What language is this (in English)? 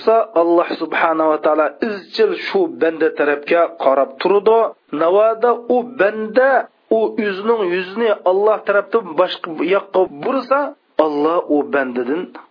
Uyghur